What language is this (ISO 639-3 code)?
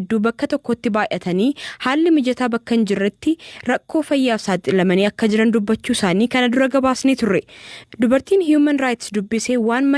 orm